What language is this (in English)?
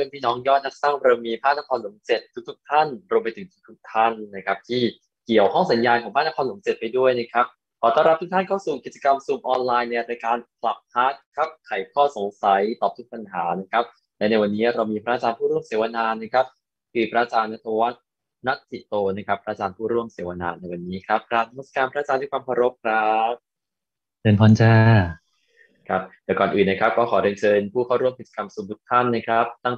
Thai